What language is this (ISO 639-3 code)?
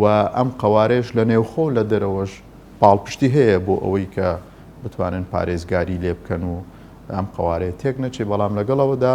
ckb